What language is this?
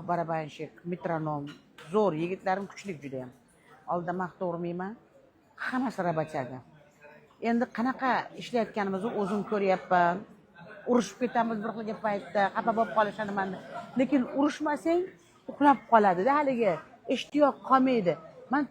Uzbek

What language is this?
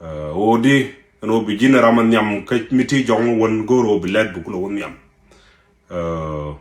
Nuer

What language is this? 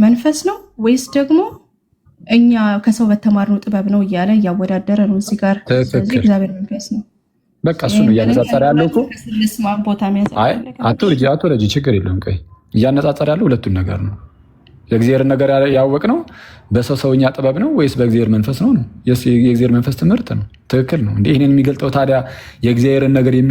Amharic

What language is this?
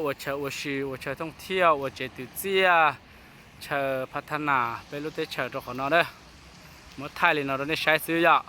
Hmong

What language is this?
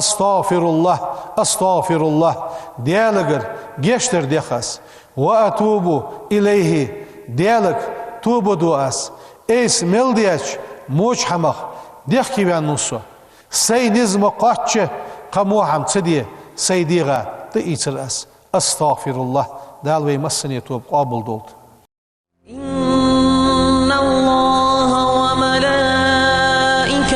Ingush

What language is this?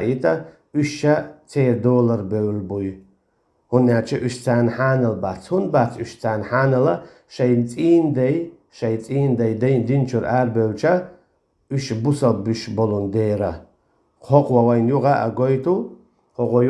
Chechen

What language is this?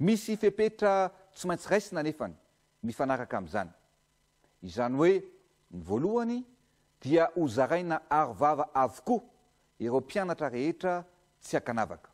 Malagasy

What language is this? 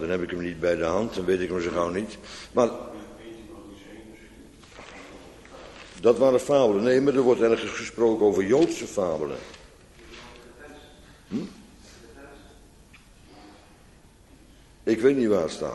Dutch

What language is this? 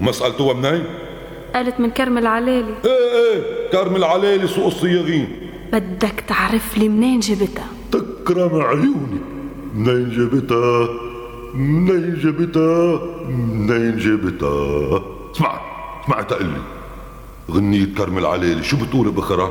North Levantine Arabic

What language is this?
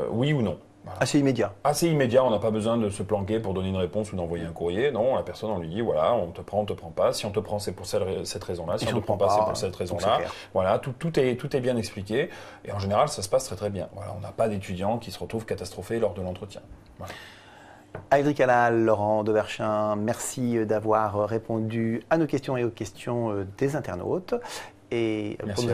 French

